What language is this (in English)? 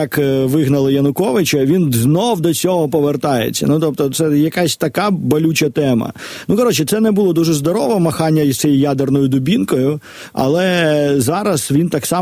Ukrainian